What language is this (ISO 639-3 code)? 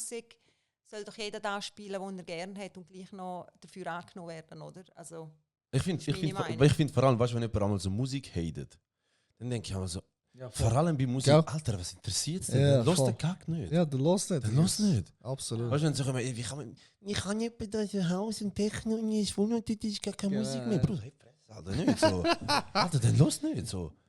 gsw